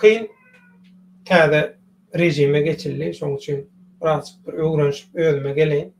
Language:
Turkmen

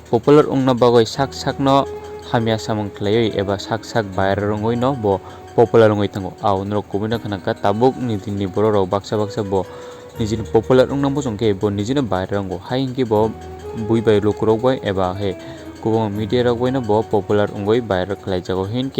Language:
Kok Borok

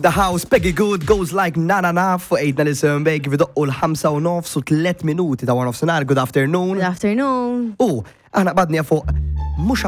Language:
Maltese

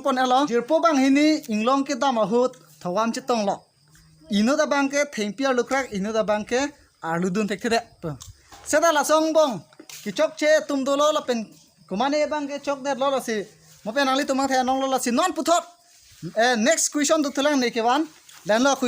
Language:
Karbi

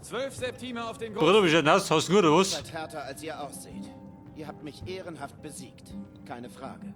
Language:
Bavarian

